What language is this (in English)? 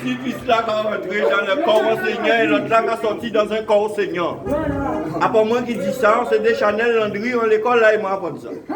Guadeloupean Creole French